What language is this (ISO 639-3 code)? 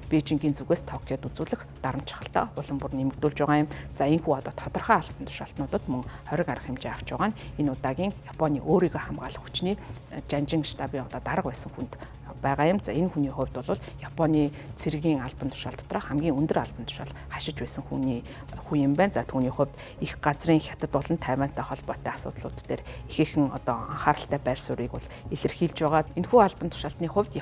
mon